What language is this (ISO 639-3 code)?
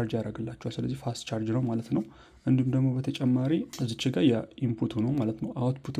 amh